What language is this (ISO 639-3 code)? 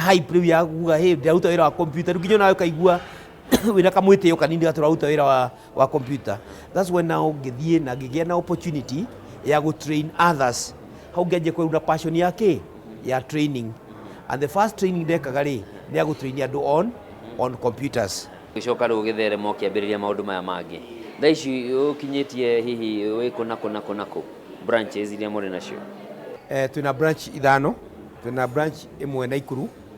kik